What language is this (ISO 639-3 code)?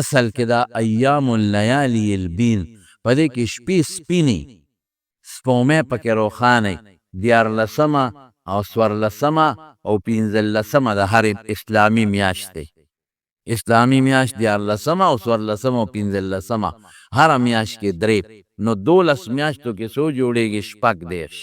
pus